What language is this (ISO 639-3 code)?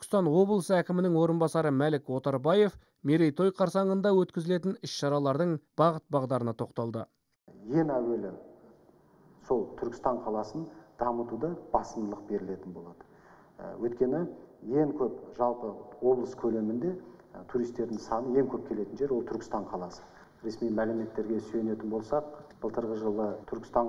kaz